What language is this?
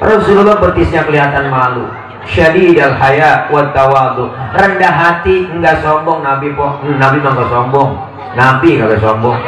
Betawi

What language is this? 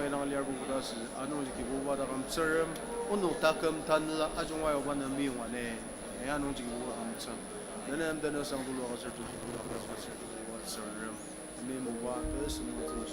Ao Naga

